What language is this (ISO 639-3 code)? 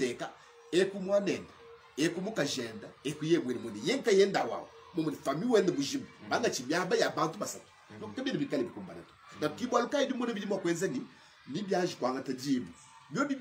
lua